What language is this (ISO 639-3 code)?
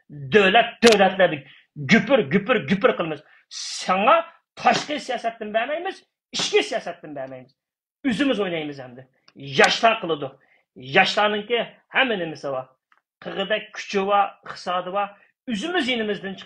uig